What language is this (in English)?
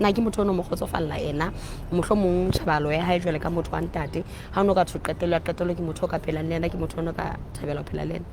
Southern Sotho